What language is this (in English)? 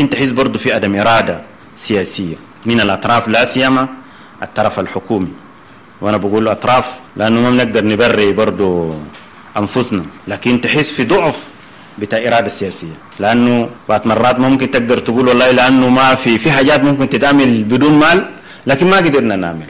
Sudanese Arabic